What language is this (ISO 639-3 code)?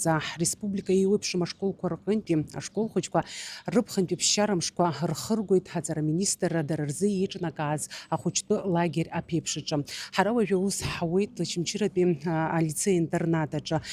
abk